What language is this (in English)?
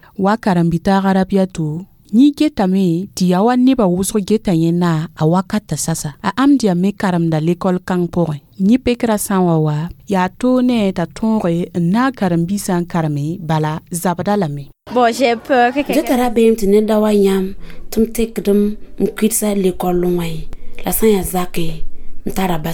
Mossi